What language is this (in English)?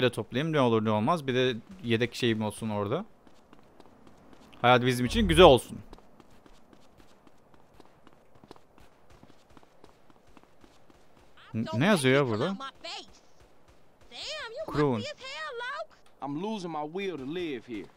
Turkish